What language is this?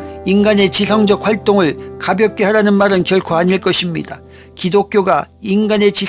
Korean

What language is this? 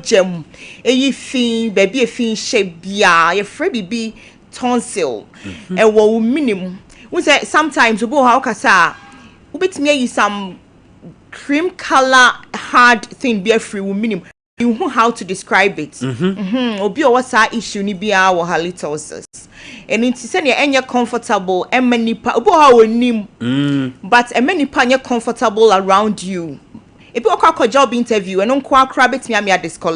Akan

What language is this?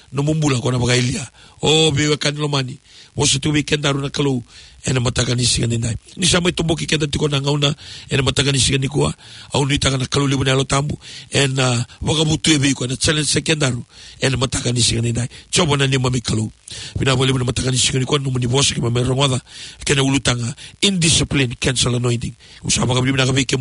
Fijian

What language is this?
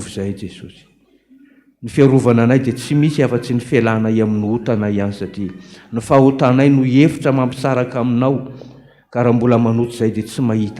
Malagasy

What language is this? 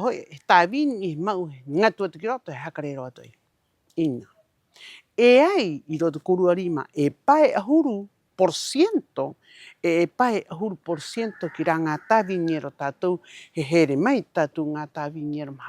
Rapanui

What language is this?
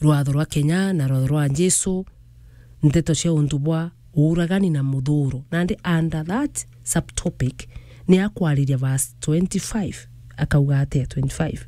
Meru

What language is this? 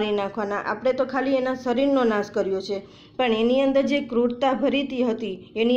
Gujarati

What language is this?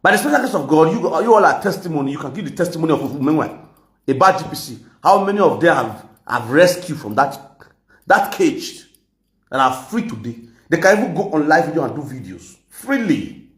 Nigerian Pidgin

